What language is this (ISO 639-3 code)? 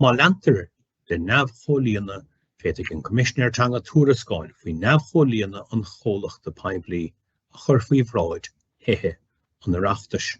gle